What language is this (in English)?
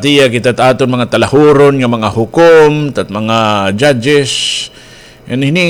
Waray